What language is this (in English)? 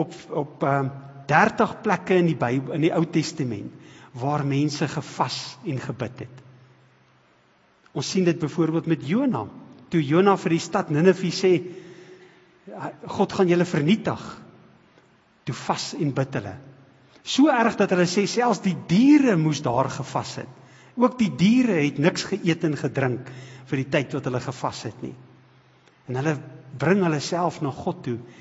Afrikaans